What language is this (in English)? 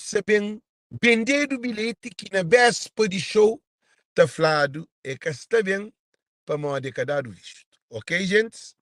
Kabuverdianu